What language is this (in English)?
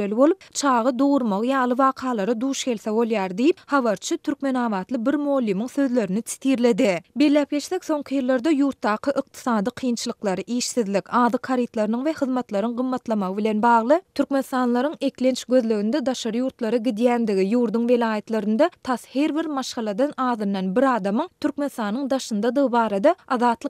Turkmen